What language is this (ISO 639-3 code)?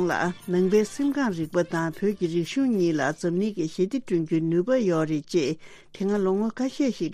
bod